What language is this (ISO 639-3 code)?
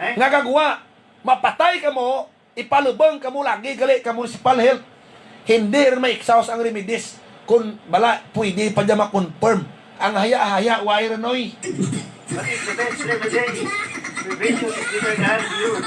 hil